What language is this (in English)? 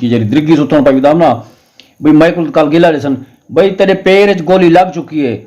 Saraiki